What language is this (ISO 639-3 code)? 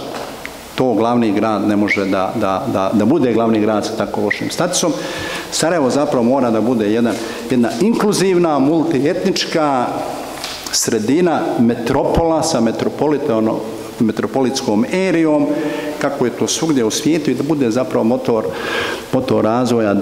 bos